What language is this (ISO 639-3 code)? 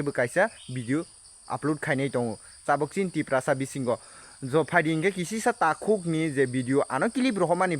trp